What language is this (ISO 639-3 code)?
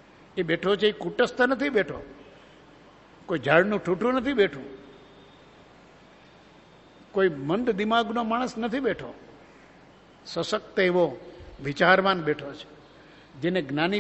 guj